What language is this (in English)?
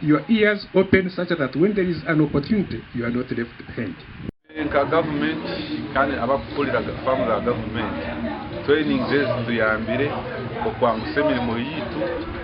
Nyankole